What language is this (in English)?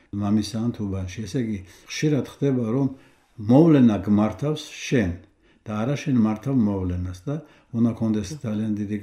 Georgian